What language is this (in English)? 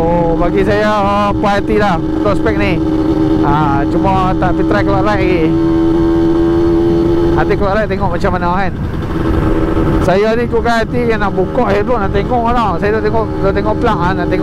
Malay